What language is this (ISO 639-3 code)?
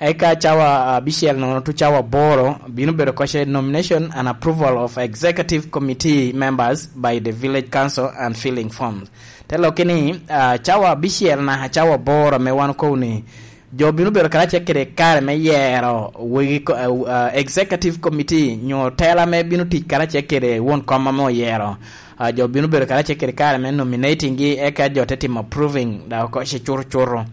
laj